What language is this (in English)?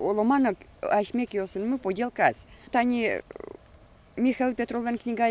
Udmurt